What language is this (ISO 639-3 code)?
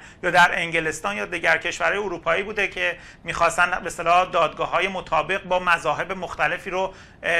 fas